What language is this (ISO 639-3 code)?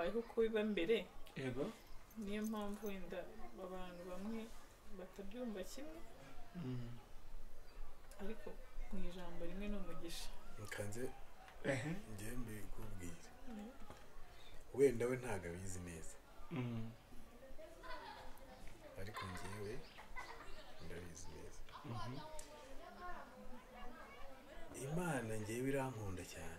kin